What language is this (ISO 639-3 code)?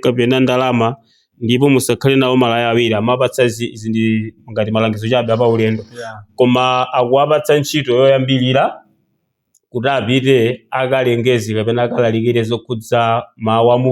nya